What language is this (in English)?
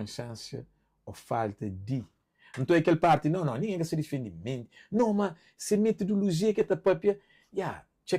Kabuverdianu